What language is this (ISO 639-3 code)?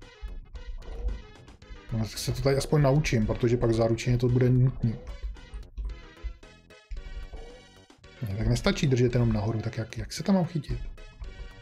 ces